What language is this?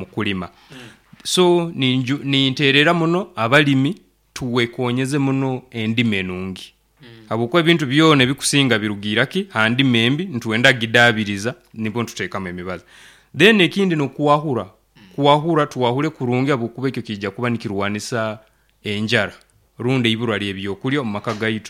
Nyoro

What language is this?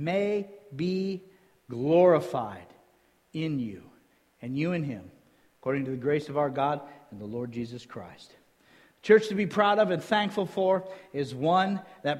English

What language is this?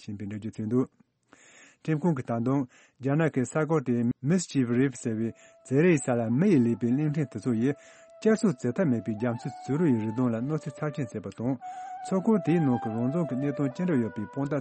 Tibetan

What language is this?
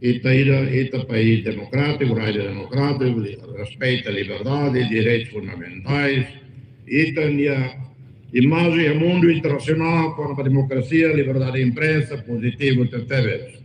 Tetum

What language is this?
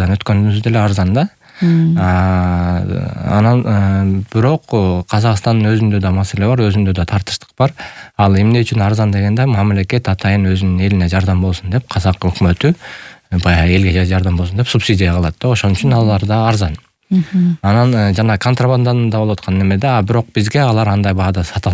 Kyrgyz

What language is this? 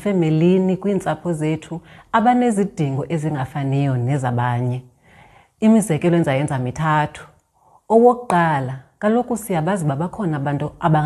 Xhosa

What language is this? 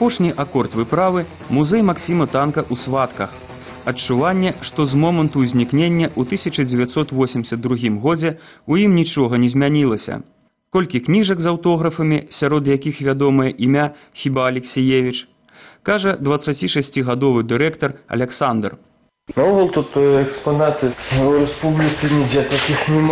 Belarusian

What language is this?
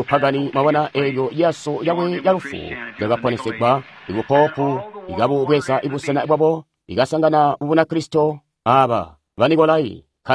Tonga (Zambia)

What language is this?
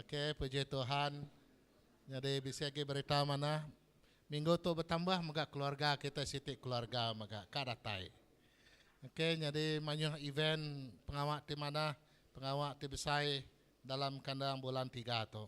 Iban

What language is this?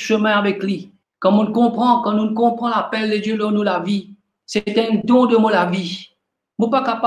Morisyen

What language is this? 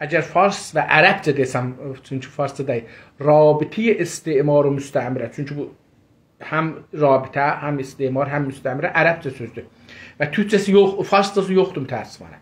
South Azerbaijani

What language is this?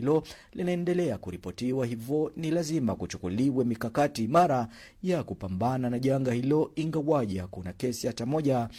Swahili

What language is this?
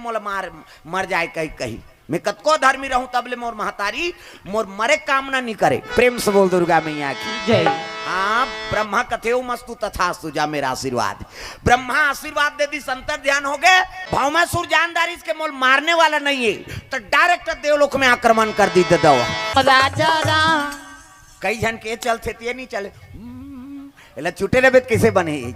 Chhattisgarhi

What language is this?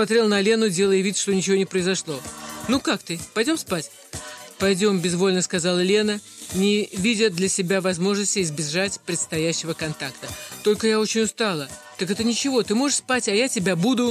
Russian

